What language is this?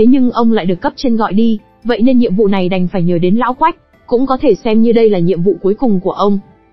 Vietnamese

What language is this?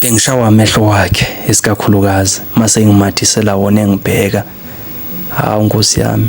Zulu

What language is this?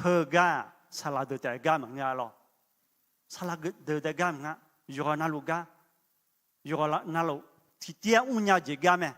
Akha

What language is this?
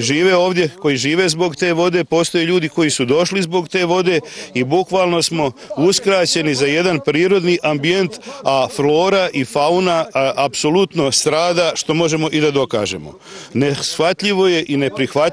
Bosnian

